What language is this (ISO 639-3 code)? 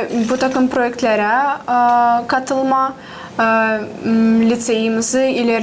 gag